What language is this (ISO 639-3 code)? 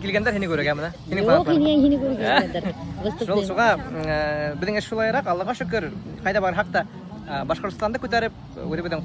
bak